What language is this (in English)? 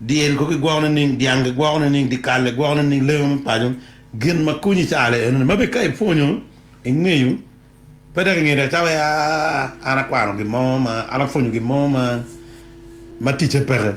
Acoli